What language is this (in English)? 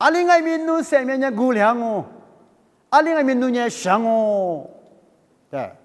Lisu